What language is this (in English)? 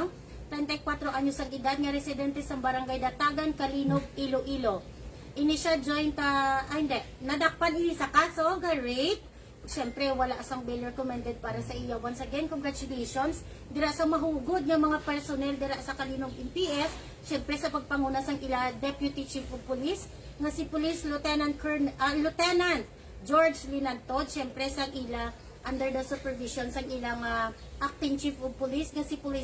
Hiligaynon